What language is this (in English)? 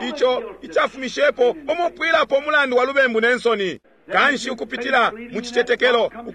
Bemba